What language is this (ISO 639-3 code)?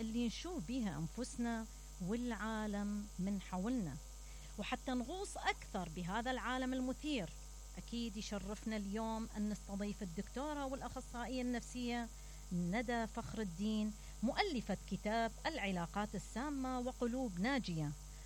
acm